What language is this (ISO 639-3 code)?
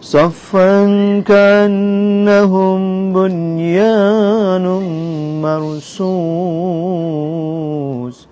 syl